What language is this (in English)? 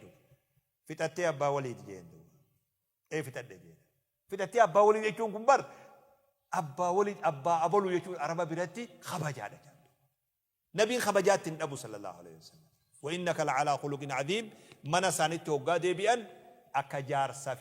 Oromo